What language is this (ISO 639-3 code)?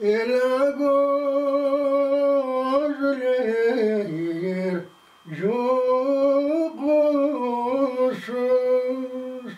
crh